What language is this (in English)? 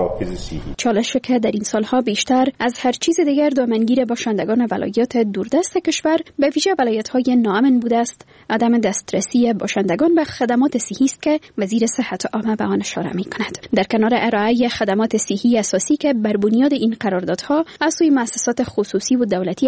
Persian